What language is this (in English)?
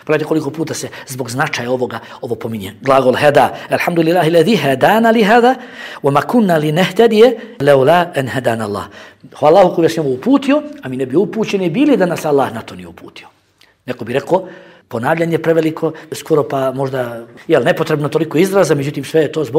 Bosnian